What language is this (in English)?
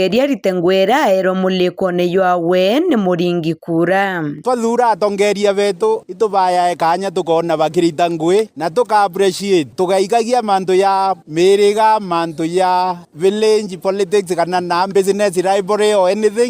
Meru